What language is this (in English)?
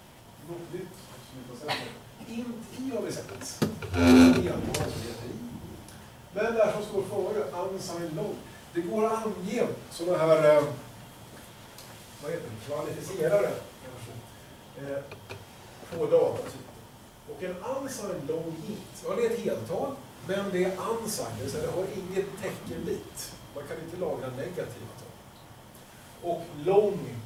Swedish